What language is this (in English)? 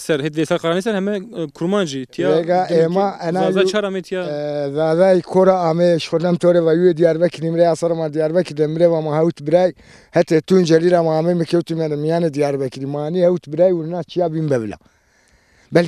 Zaza